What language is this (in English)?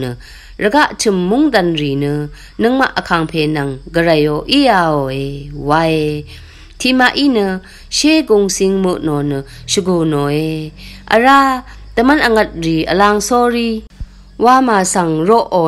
Rawang